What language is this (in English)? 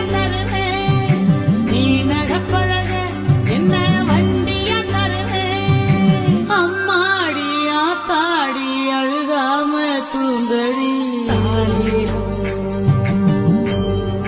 Tamil